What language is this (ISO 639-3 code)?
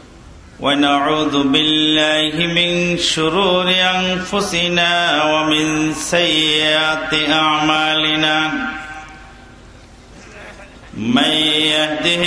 ben